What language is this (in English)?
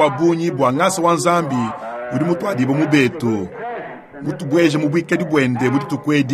Luba-Lulua